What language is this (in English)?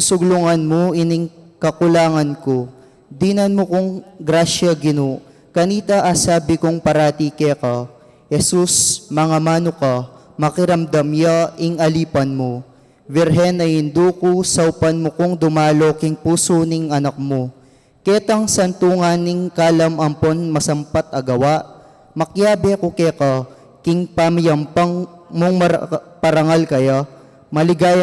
Pampanga